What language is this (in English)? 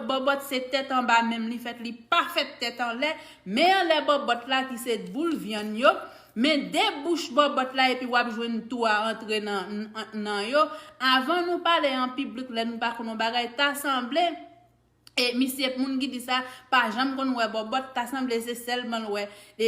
Haitian Creole